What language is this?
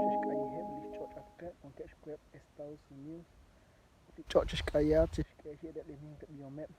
Kekchí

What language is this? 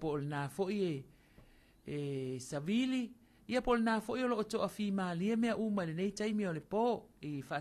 Samoan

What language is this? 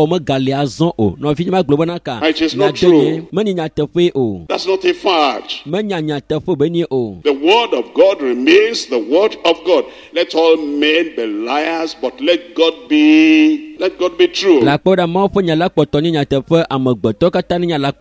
Ewe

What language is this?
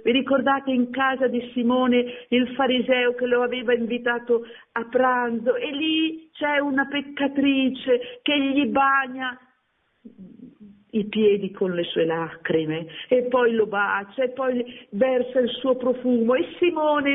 Italian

